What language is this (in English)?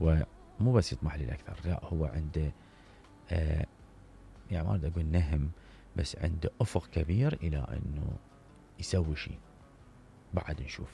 Mesopotamian Arabic